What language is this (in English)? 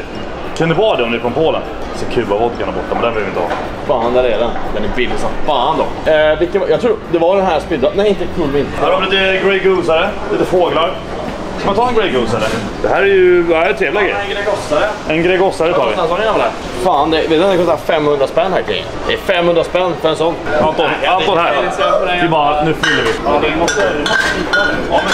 Swedish